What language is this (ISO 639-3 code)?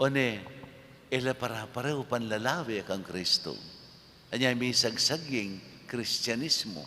pam